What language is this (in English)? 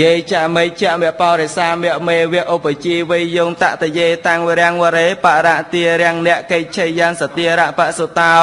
Khmer